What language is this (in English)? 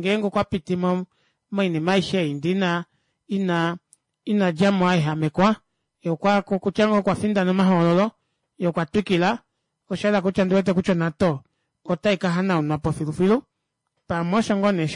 Kuanyama